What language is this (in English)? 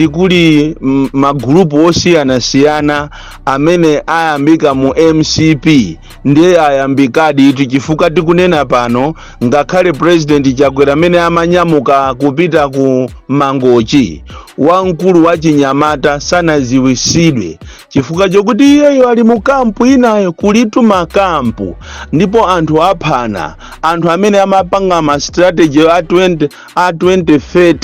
Nyanja